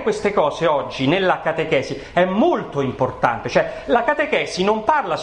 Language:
Italian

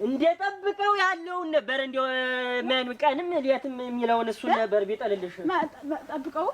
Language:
Amharic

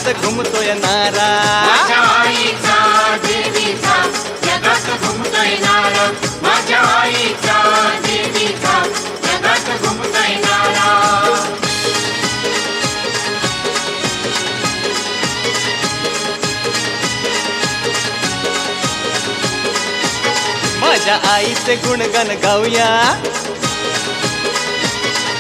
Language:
Marathi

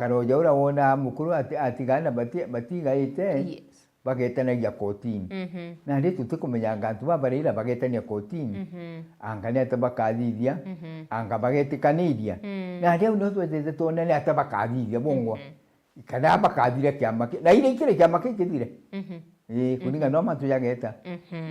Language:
Meru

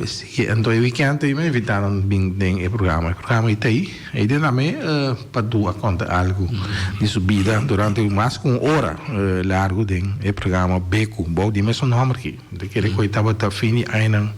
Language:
Papiamento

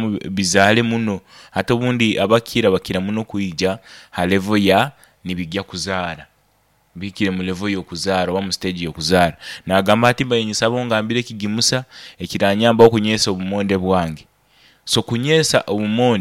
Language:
Nyoro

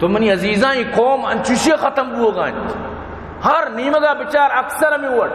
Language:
Baluchi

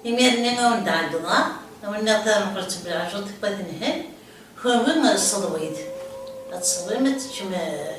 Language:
Kabyle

